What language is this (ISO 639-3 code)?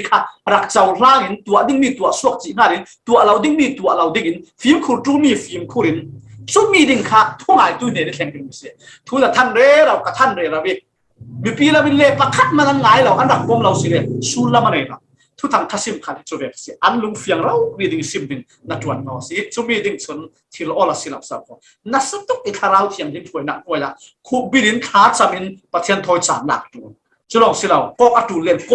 cfm